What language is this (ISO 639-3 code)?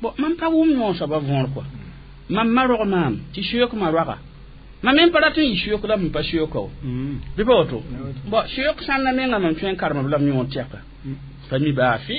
mos